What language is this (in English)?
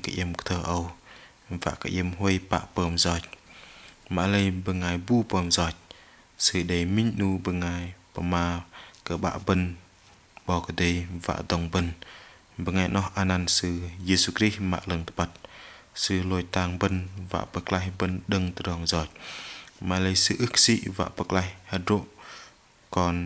Bahnar